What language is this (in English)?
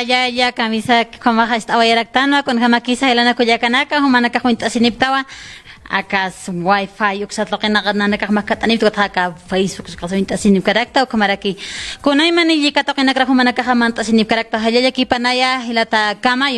Aymara